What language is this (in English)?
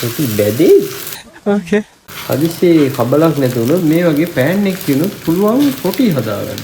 Sinhala